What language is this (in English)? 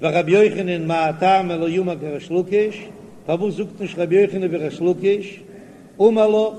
Yiddish